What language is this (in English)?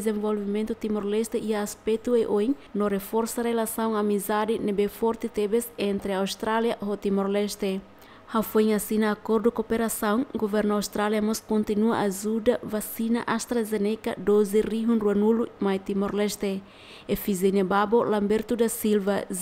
Tetum